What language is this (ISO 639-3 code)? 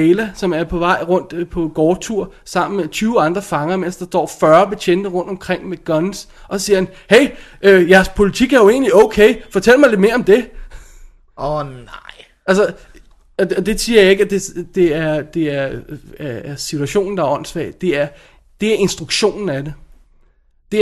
dan